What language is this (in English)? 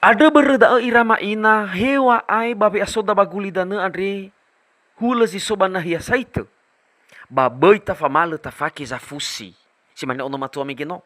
Nias